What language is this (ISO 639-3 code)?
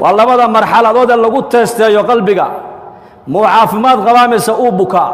som